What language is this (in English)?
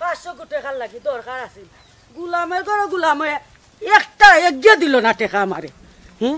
Sylheti